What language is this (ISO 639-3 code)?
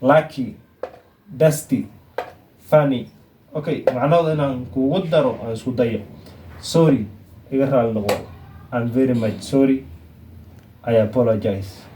som